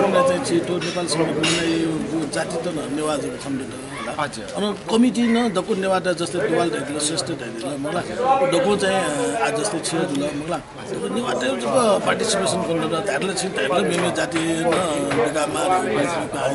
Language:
Newari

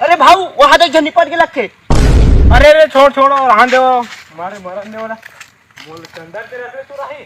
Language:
Chhattisgarhi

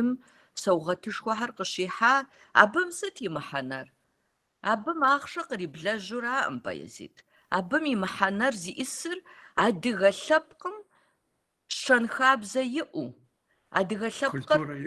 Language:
Kabardian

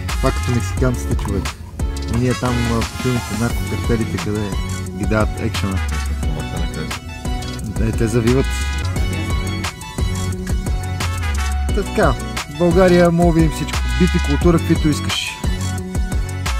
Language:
Bulgarian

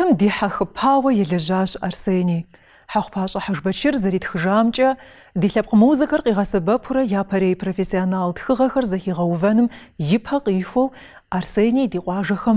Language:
Kabardian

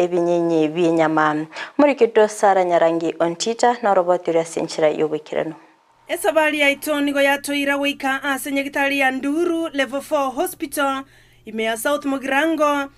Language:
Gusii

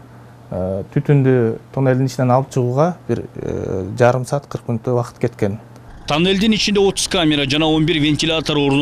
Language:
Kyrgyz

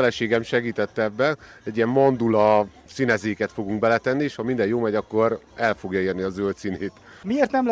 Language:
Hungarian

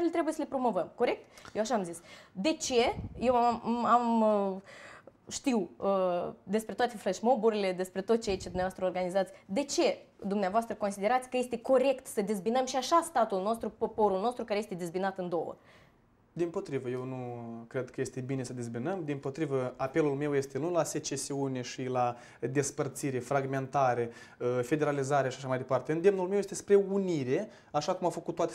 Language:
Romanian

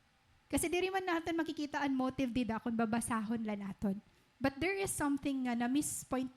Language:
Waray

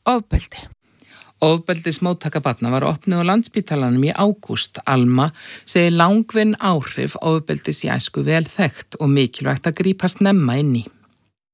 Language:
Icelandic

